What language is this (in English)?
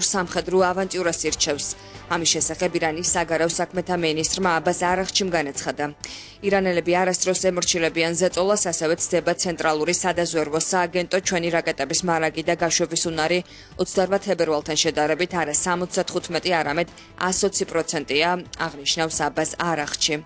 Georgian